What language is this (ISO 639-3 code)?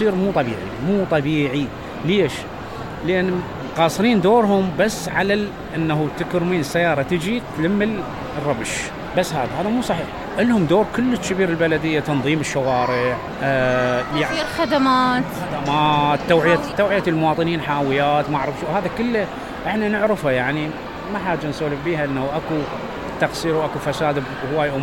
acm